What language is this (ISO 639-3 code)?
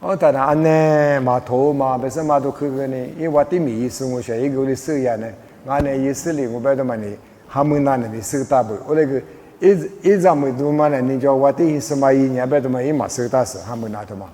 lis